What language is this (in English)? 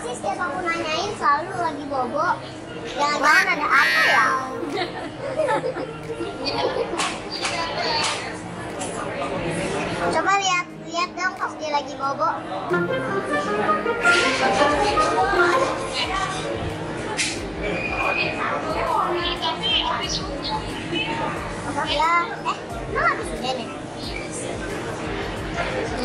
Indonesian